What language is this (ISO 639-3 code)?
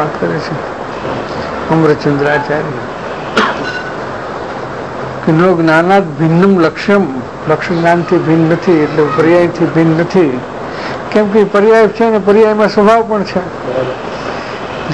guj